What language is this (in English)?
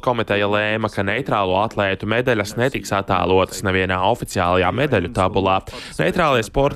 Latvian